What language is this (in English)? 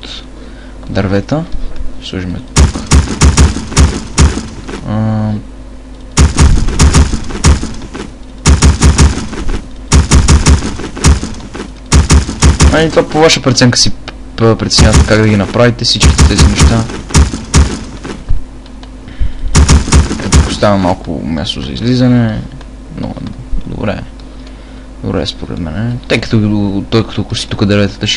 Bulgarian